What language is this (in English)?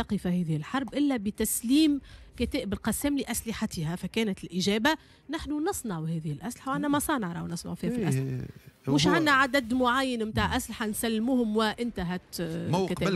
Tunisian Arabic